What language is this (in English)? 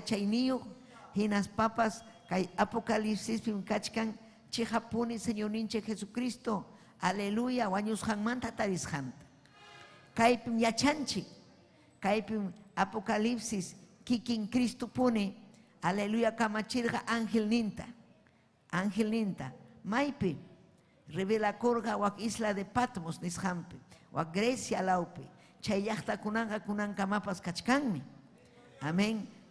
Ayacucho Quechua